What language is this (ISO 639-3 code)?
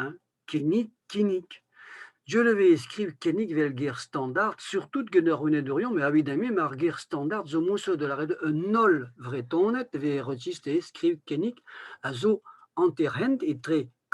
bre